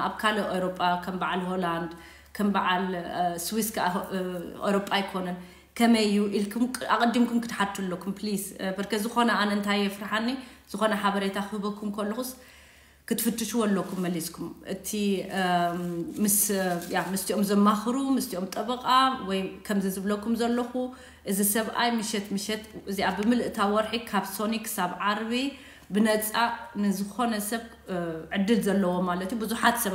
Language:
Tigrinya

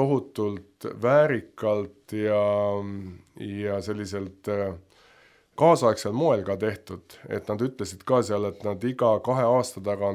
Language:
Estonian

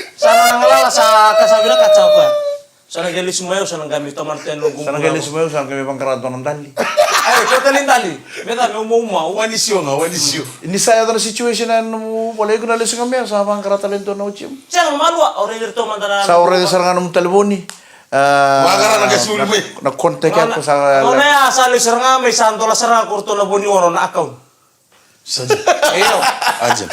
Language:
Fijian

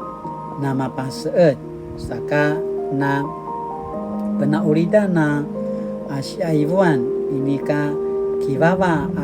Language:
Paiwan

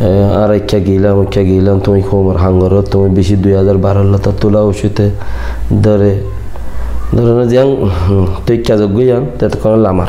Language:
Rohingya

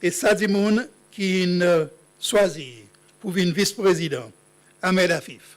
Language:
Seselwa Creole French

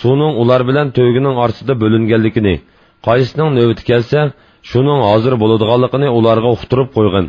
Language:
Uyghur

